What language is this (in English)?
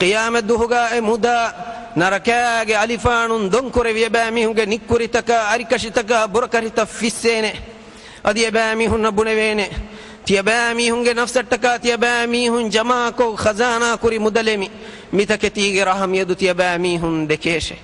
Divehi